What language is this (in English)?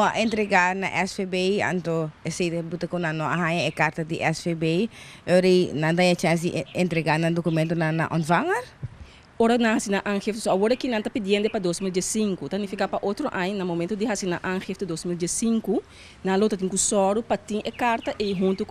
Papiamento